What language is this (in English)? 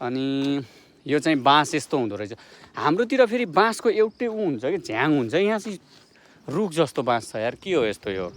Nepali